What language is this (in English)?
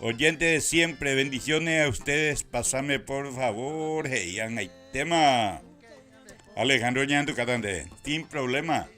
Guarani